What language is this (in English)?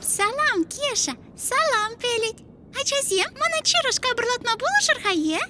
Chuvash